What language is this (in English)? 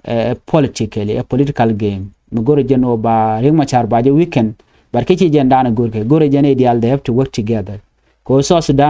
Nuer